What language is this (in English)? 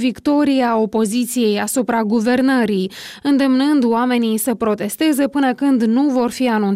Romanian